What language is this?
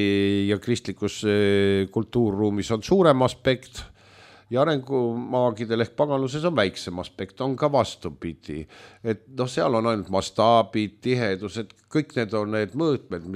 Estonian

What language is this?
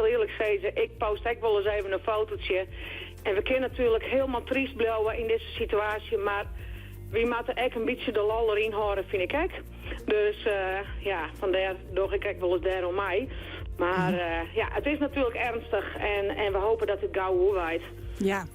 Western Frisian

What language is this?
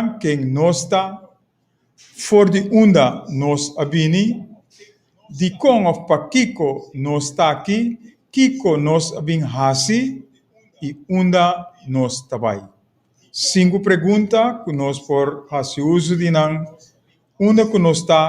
Papiamento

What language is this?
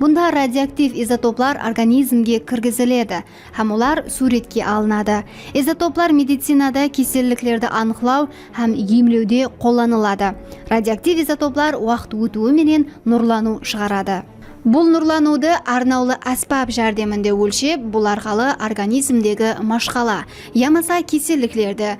Kara-Kalpak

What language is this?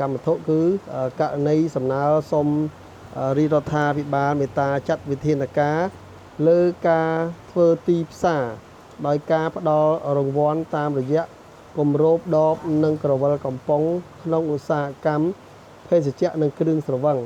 Khmer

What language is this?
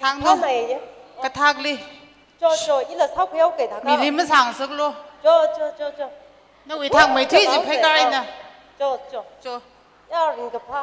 Tangkhul Naga (India)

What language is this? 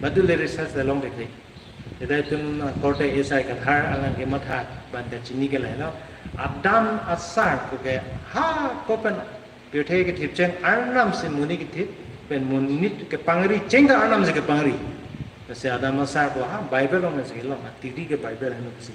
Karbi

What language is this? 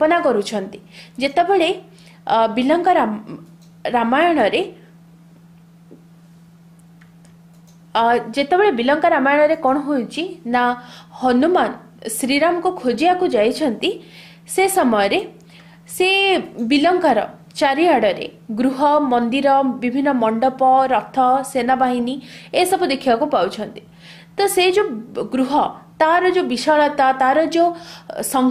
Odia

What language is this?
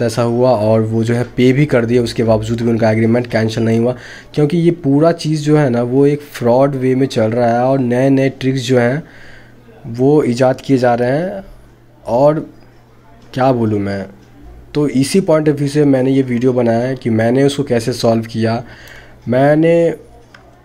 Hindi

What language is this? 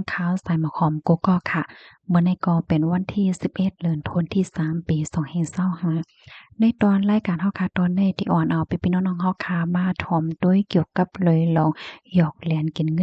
Shan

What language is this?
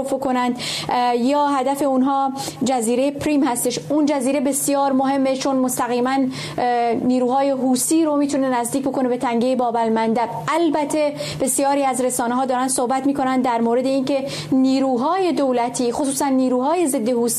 Persian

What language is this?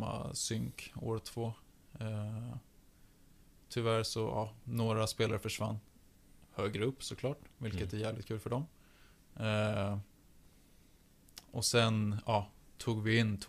Swedish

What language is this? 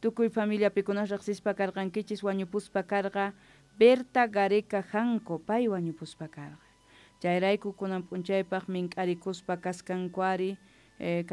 Quechua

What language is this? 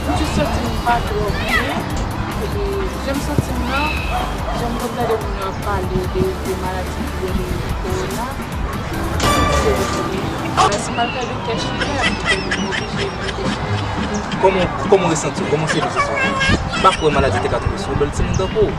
Haitian Creole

